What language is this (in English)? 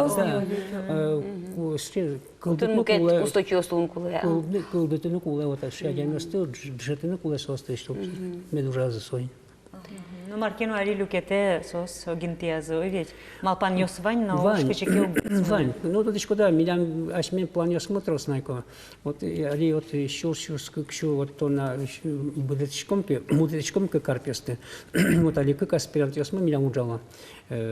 Udmurt